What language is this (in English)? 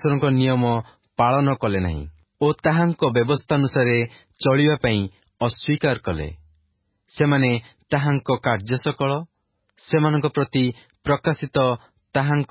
Odia